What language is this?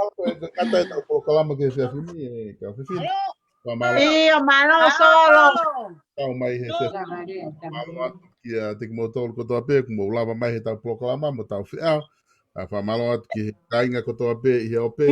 Tongan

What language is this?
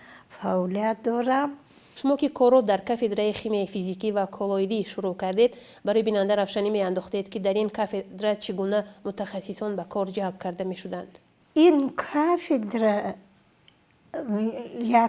Tajik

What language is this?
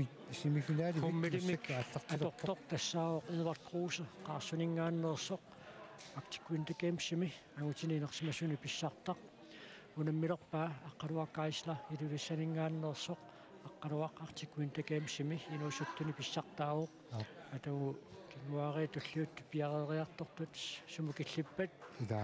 Kalaallisut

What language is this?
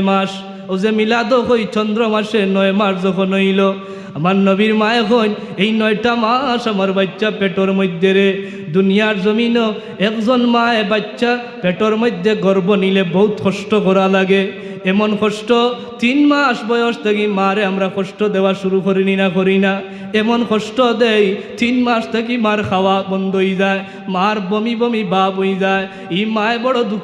Sylheti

